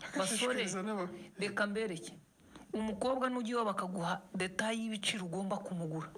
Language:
Kinyarwanda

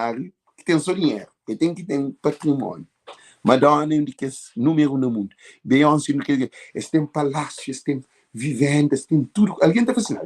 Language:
Kabuverdianu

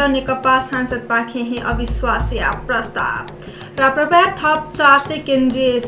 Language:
Newari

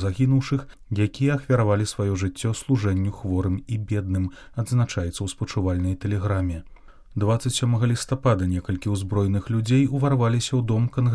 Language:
Belarusian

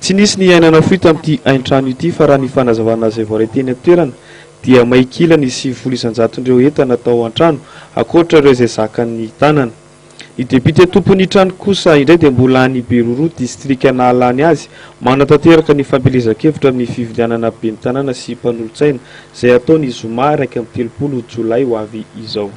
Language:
Malagasy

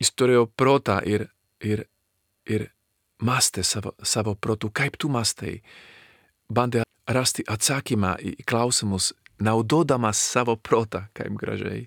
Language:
Lithuanian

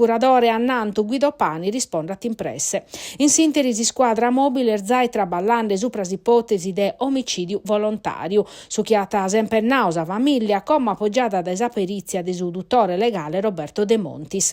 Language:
Sardinian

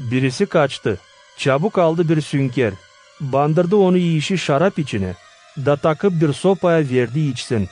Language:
Gagauz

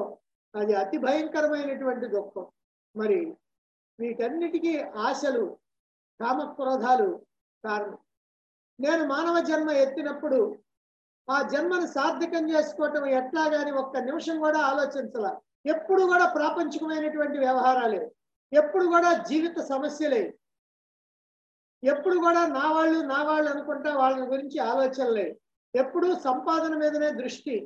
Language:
Telugu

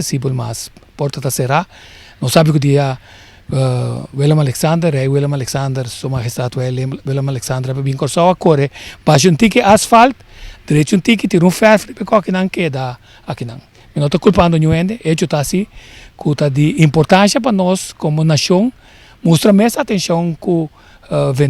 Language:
Papiamento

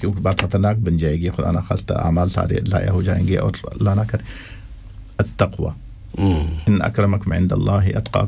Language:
Urdu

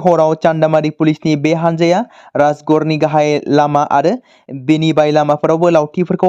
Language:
Bodo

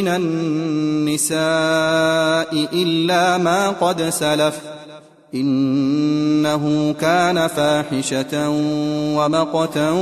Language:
Arabic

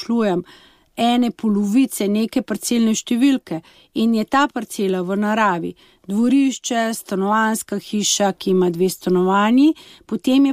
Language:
Slovenian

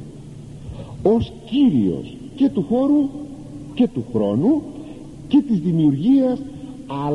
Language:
Greek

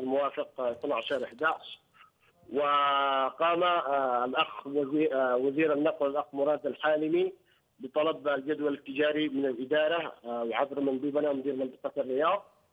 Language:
Arabic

